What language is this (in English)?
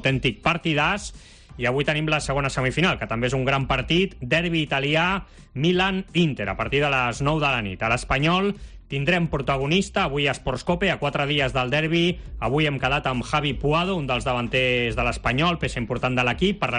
Catalan